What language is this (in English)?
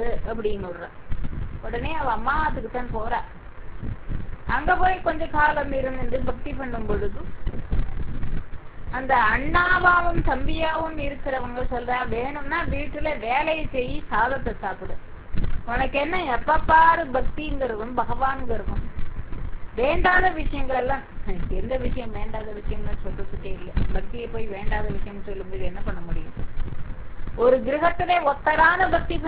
Tamil